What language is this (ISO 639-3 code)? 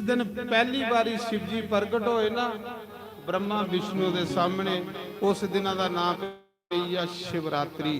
doi